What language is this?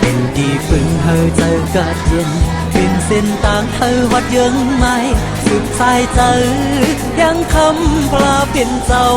Shan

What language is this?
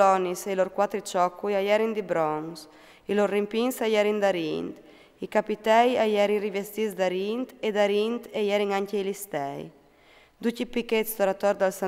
Friulian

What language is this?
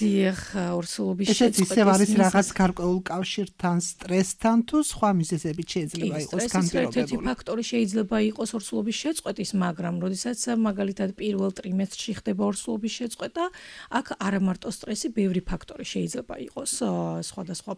Georgian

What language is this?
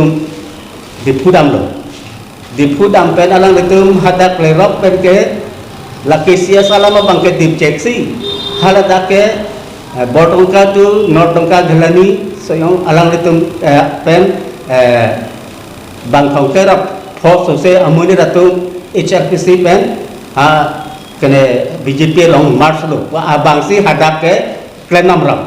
Karbi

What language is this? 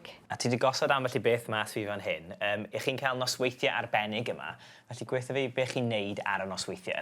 Welsh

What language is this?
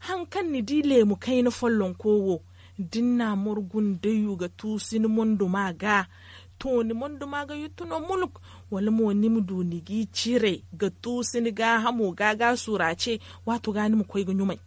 Zarma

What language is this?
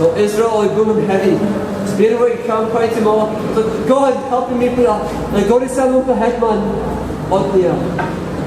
Tok Pisin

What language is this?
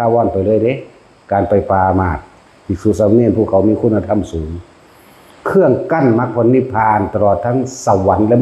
Northeastern Thai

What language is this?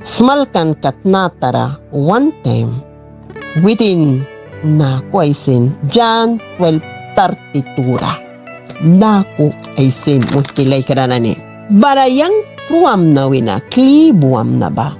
Mískito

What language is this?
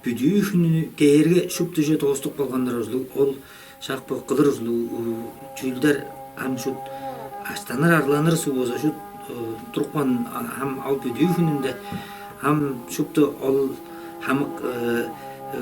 Tuvinian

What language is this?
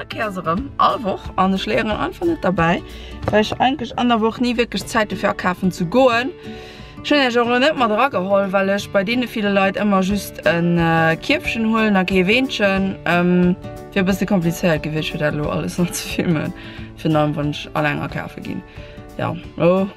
Luxembourgish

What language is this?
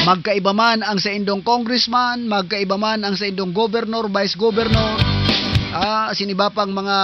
Southern Catanduanes Bikol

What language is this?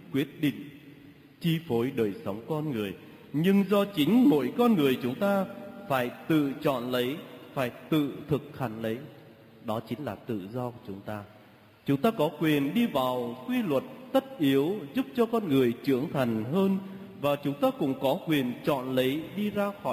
Vietnamese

